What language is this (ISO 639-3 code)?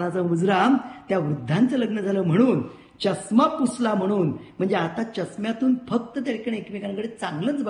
mar